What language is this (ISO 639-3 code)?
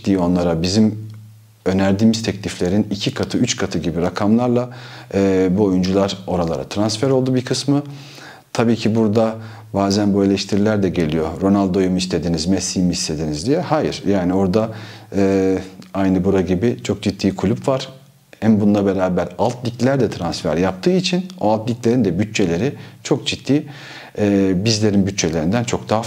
tur